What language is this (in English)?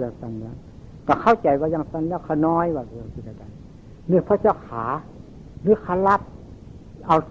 Northeastern Thai